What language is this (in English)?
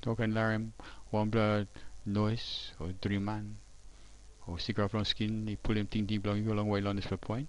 Tok Pisin